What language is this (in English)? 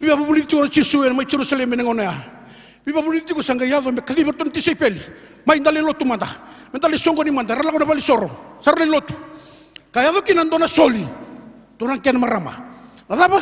Fijian